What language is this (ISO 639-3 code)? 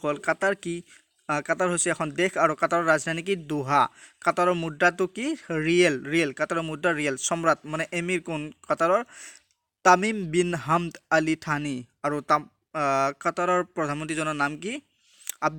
asm